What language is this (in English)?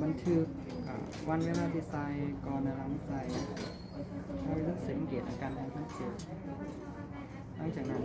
Lao